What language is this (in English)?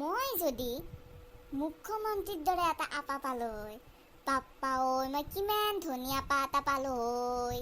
Assamese